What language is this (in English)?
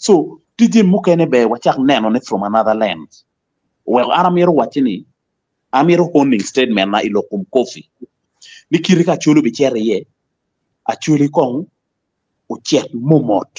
Acoli